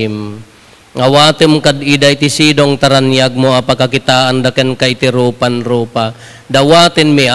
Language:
Iloko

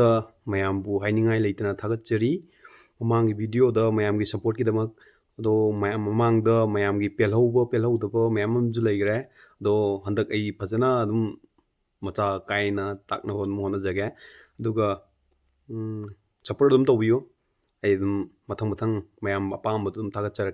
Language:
Manipuri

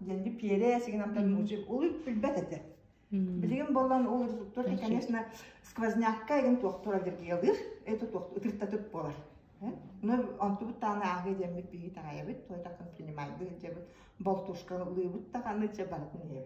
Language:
Yakut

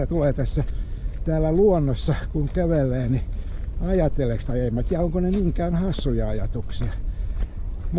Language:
Finnish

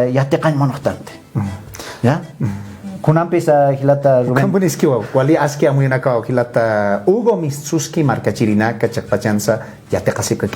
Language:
Aymara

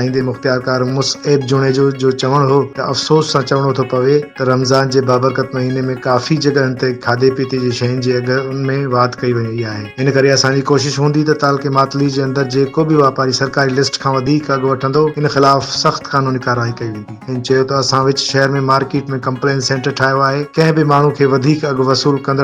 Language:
Sindhi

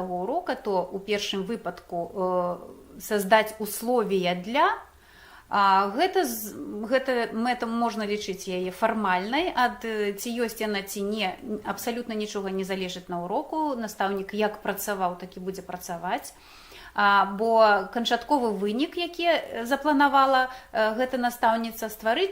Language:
Belarusian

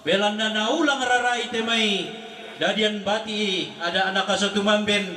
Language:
Toraja-Sa'dan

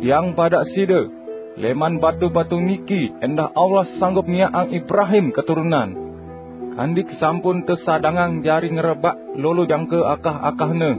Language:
Sasak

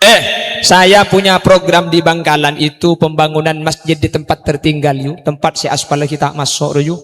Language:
Madurese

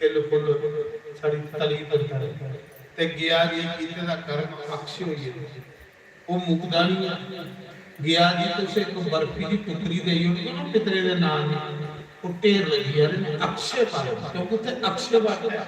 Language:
Dogri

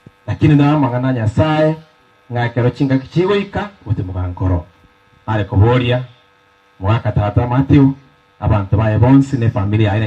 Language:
Gusii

